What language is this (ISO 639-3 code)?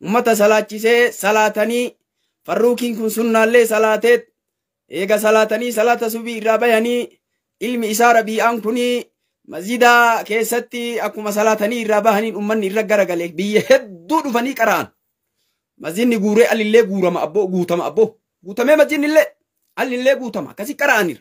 orm